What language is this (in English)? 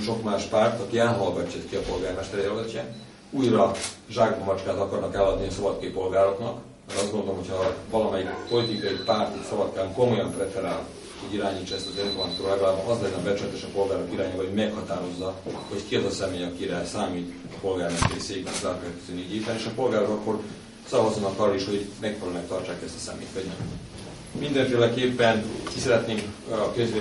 Hungarian